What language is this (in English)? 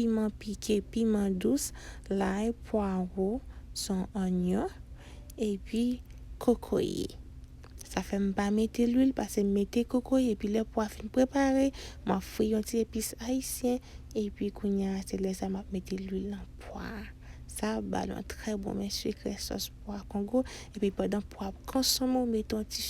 Haitian Creole